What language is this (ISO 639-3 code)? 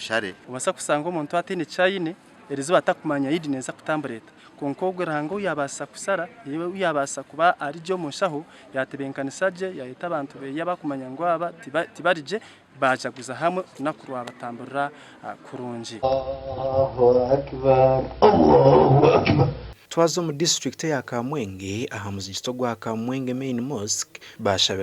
nyn